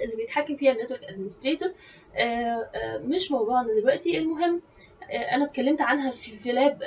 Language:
Egyptian Arabic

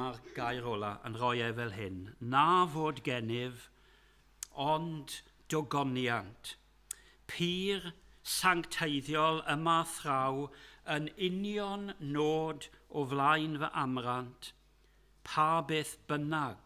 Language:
Welsh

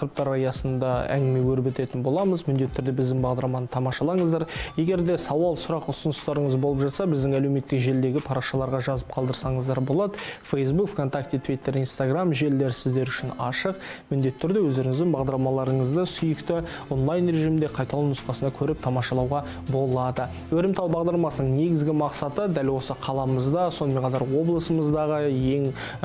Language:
Kazakh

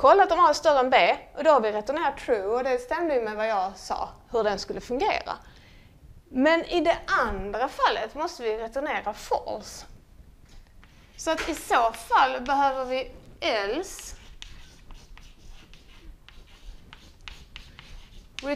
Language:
Swedish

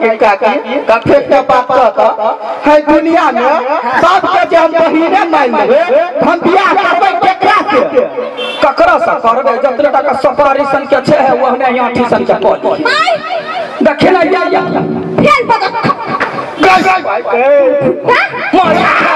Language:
Maithili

